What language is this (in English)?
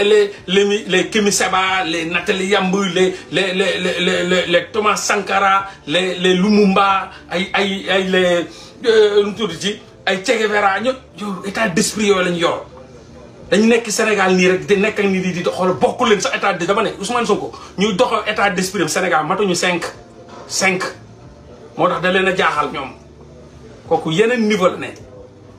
Wolof